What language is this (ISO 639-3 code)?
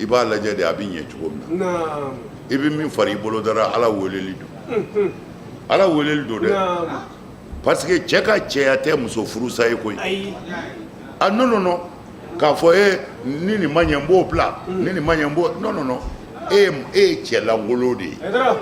bam